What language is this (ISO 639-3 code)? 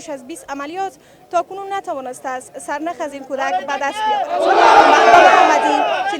fas